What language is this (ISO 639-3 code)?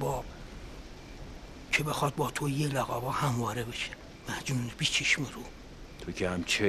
fas